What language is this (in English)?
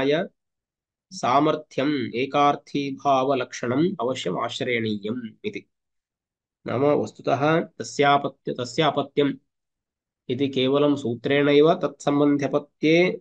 Sanskrit